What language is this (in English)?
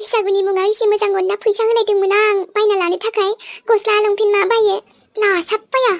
Bodo